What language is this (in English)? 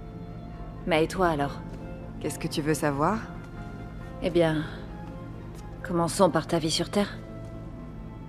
French